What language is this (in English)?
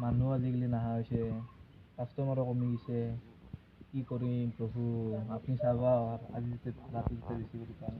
Assamese